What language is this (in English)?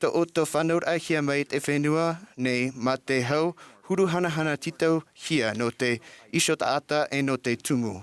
Tahitian